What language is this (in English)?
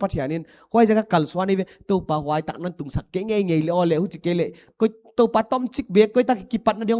Paite Chin